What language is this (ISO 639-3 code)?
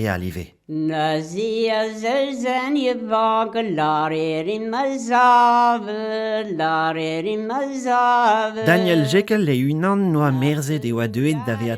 bre